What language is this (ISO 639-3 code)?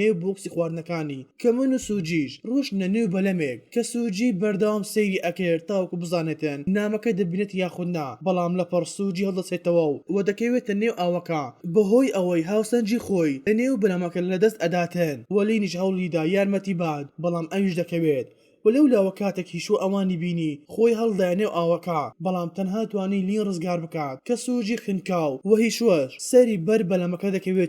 ckb